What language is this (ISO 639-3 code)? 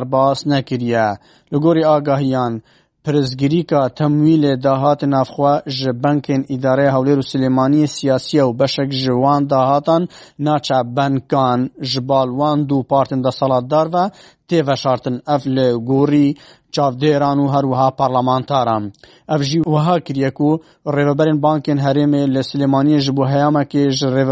kur